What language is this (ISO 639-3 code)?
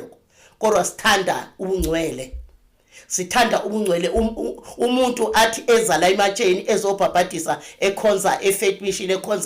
zul